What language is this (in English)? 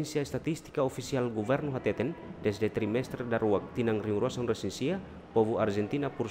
Tetum